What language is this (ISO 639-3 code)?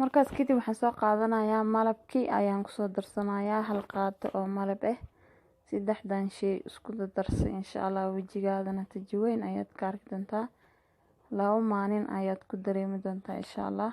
som